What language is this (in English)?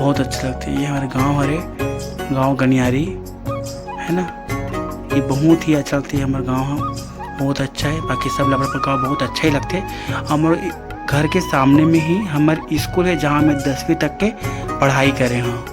Chhattisgarhi